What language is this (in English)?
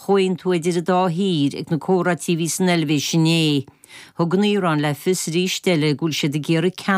Irish